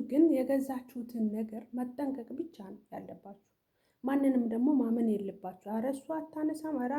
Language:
Amharic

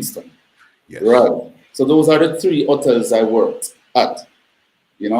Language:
Jamaican Creole English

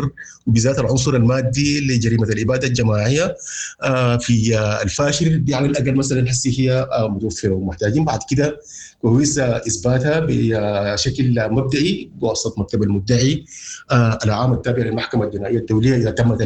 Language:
Sudanese Arabic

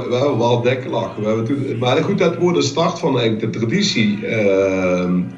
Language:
Limburgish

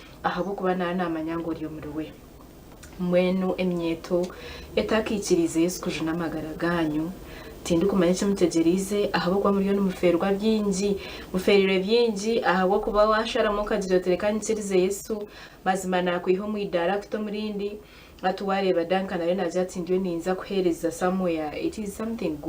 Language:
Nyankole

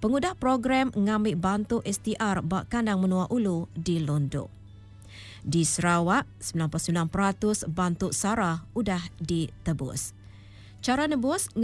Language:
Iban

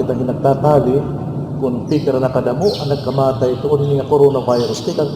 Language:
Waray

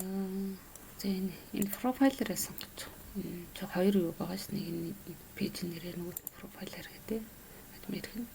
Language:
Mongolian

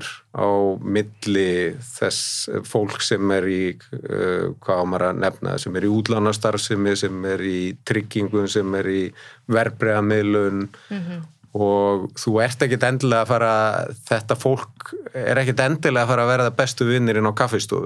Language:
Icelandic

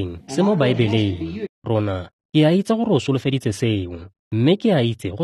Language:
Tswana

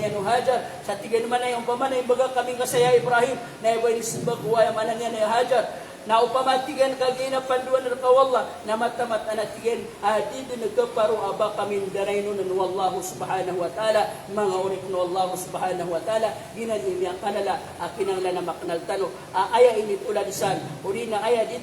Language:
Maranao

